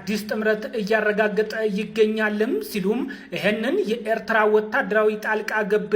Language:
Amharic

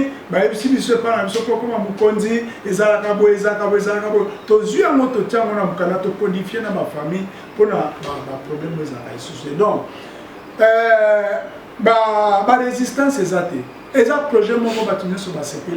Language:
Lingala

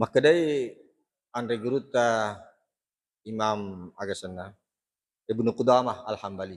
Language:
Buginese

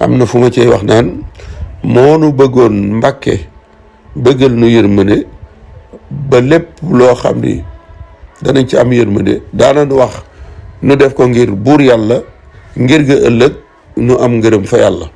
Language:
Wolof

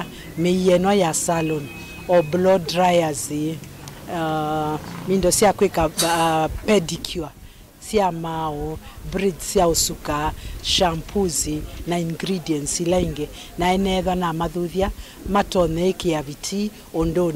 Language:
Kamba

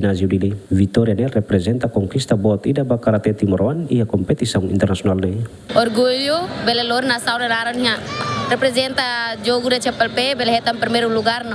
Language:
Tetum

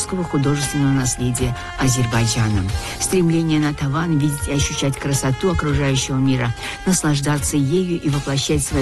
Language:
Russian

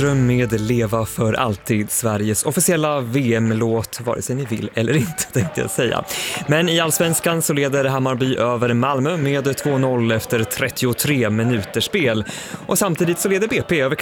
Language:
Swedish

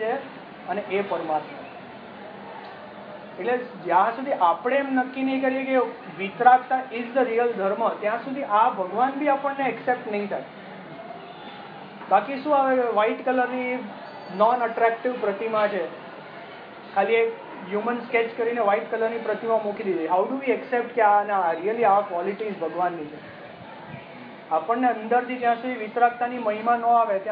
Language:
Gujarati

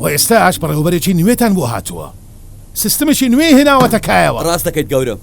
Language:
Central Kurdish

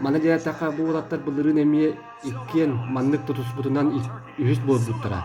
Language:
Yakut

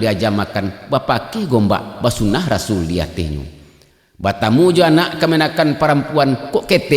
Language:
Minangkabau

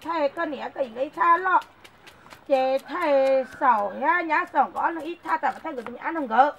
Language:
Hmong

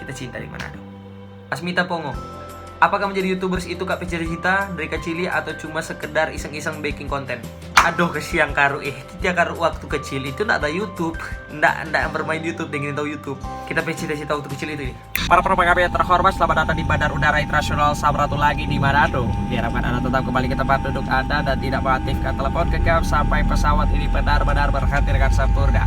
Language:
Manado Malay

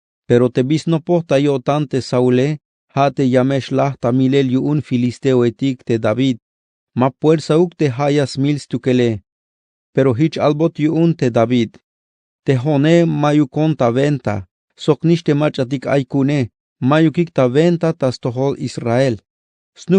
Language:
Tzeltal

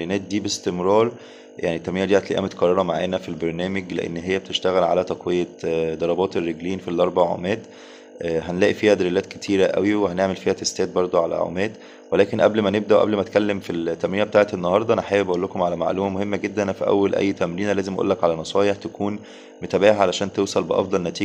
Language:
Egyptian Arabic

